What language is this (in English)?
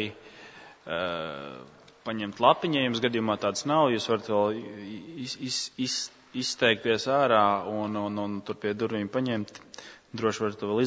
Latvian